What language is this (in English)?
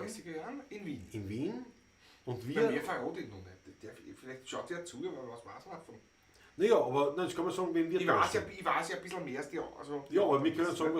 Bavarian